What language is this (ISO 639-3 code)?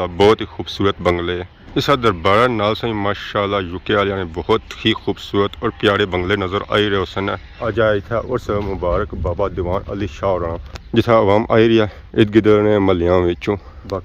phr